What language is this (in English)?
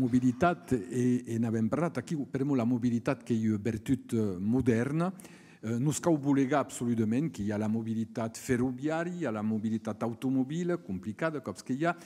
Occitan